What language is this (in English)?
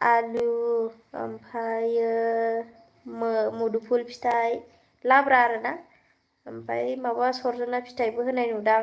Bodo